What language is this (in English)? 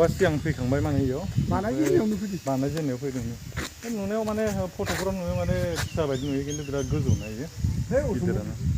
Bodo